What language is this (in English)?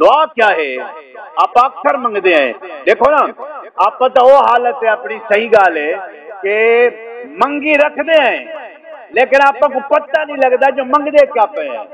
Saraiki